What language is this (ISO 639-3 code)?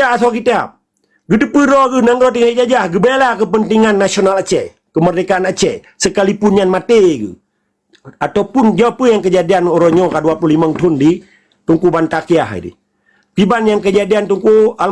ace